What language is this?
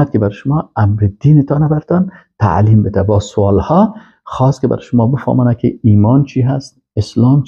Persian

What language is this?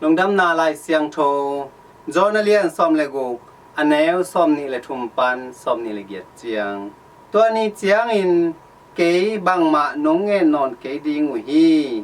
Tedim Chin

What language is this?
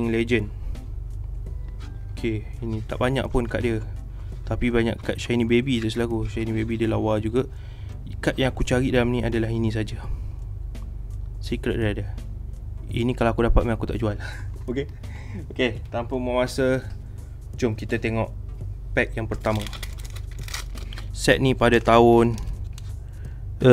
Malay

